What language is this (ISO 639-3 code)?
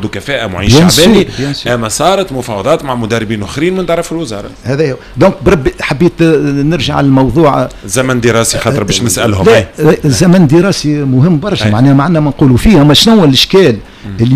aeb